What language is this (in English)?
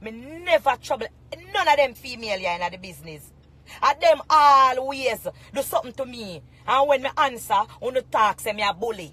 Jamaican Creole English